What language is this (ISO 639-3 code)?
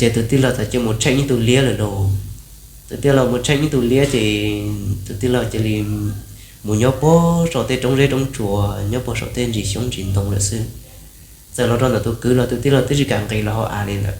hmn